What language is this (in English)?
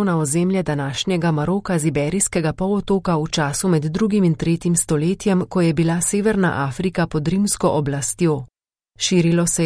Slovenian